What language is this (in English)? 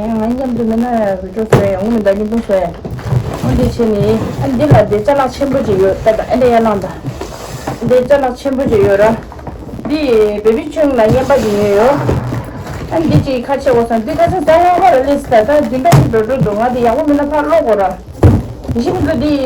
Tibetan